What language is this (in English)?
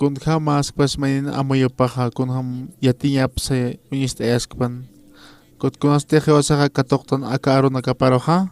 Aymara